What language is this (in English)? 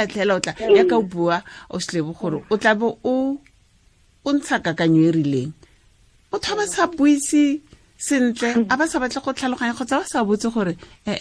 Tswana